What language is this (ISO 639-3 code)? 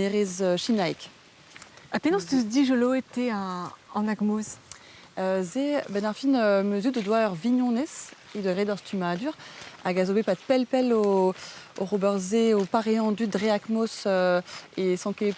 bre